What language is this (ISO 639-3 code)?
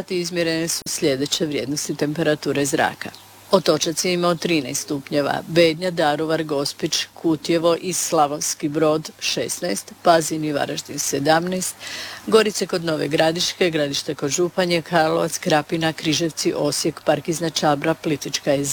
hrv